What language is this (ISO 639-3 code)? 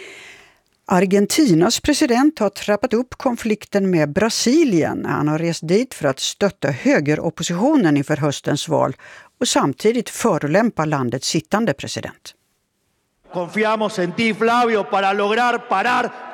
swe